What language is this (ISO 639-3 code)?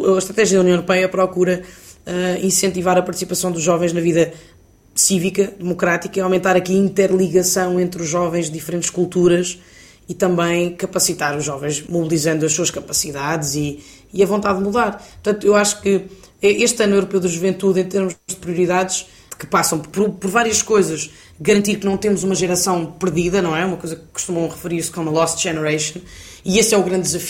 por